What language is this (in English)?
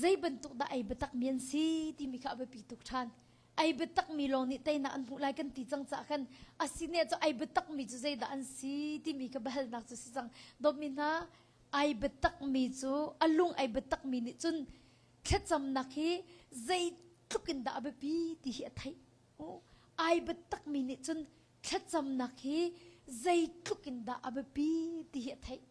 Hakha Chin